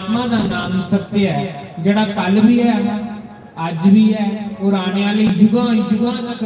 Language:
Dogri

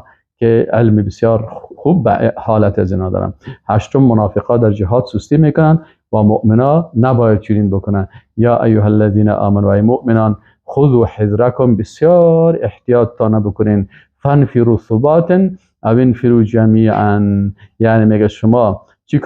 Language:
Persian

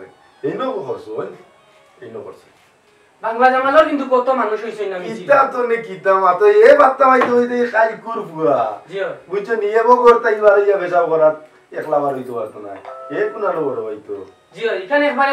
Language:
Sylheti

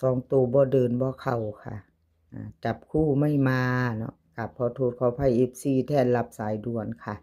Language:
Northeastern Thai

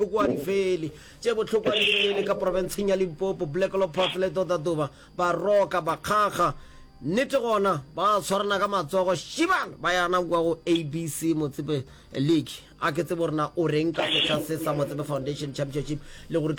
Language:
Northern Sotho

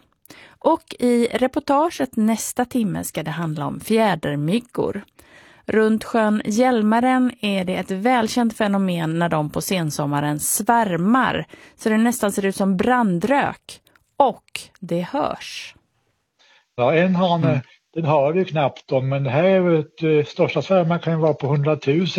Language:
Swedish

